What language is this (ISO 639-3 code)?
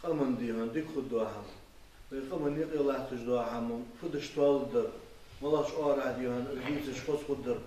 inh